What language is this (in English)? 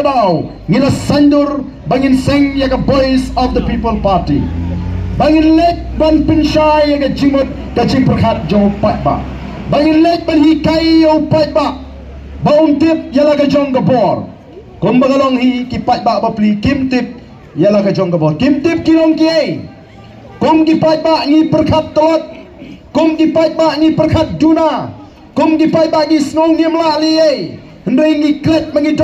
Khasi